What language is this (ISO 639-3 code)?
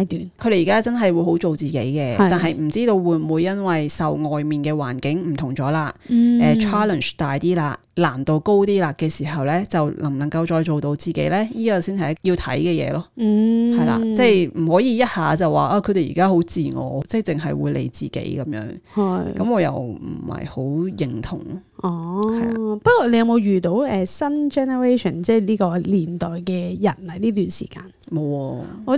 yue